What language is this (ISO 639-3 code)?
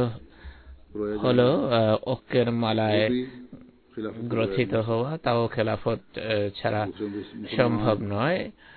ben